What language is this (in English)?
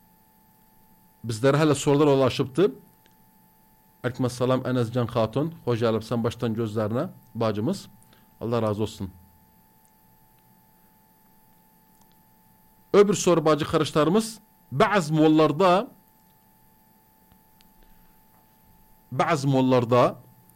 Turkish